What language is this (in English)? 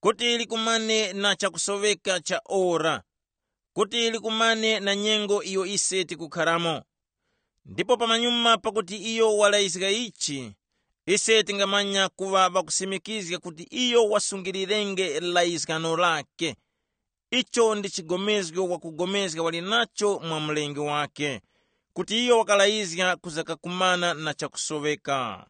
Tumbuka